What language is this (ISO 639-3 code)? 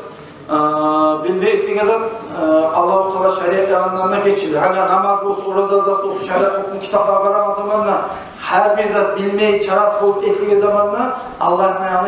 kum